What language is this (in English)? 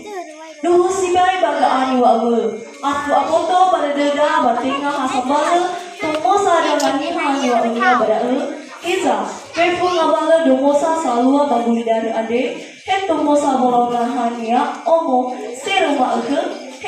Nias